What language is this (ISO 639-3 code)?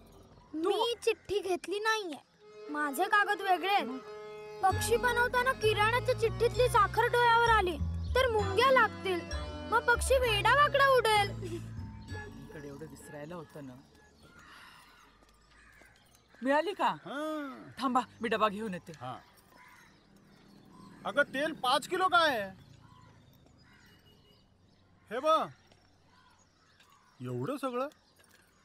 mar